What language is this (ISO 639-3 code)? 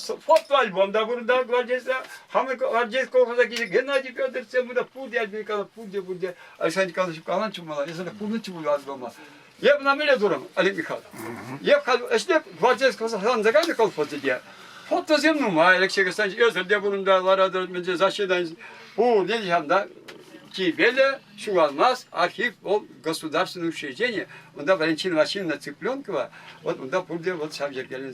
chv